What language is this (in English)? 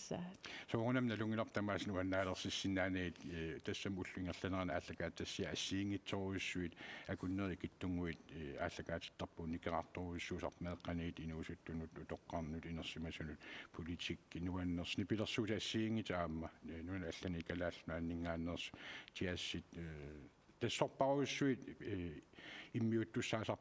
Kalaallisut